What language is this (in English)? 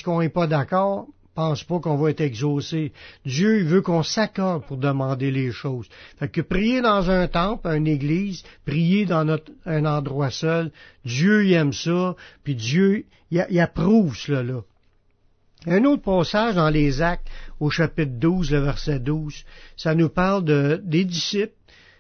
French